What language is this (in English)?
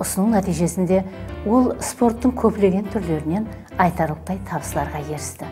Kara-Kalpak